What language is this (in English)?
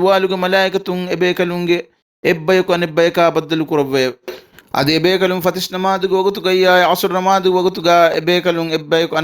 Divehi